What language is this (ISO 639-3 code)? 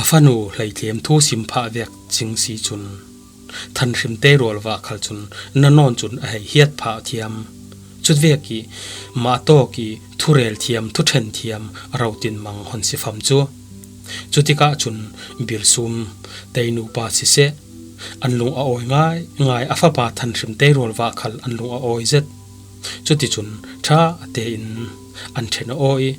cfm